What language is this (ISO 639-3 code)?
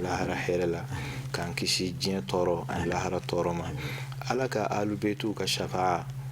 bam